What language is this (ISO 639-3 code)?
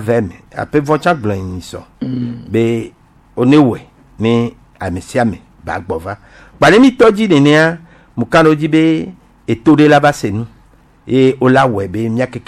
gej